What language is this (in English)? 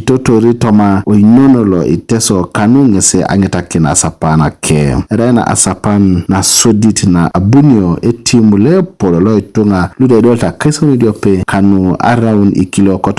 Teso